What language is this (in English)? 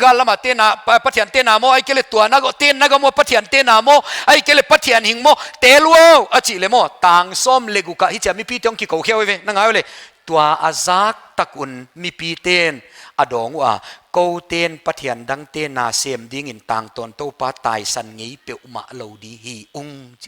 Paite Chin